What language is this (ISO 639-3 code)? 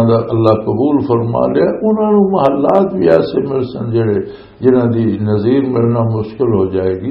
lah